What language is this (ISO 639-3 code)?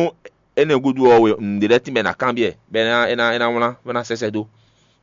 fon